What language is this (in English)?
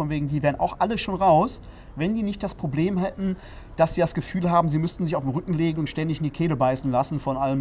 German